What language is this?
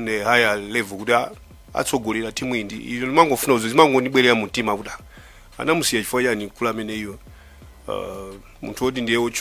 Nyanja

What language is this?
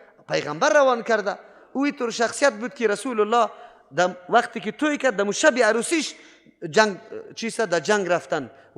Persian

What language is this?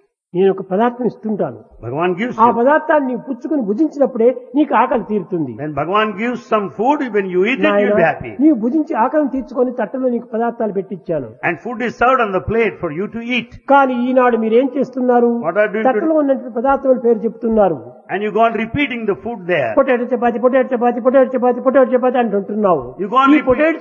Telugu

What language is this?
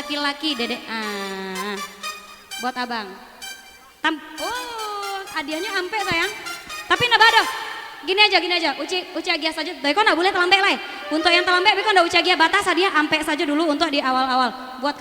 Minangkabau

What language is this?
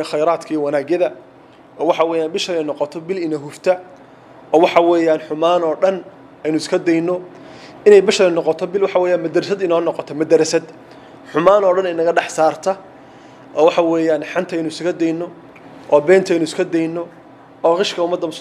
Somali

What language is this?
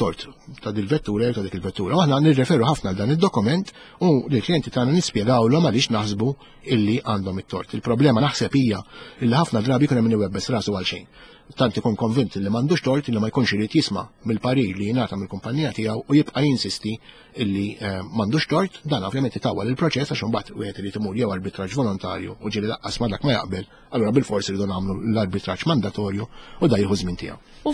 Maltese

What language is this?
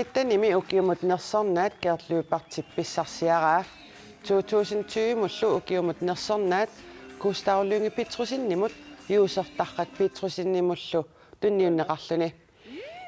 Kalaallisut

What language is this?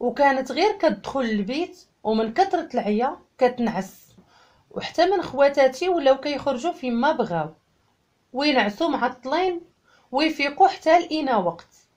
Moroccan Arabic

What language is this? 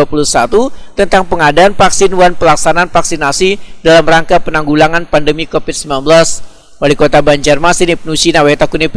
Banjar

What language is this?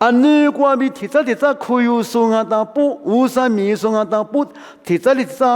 Lisu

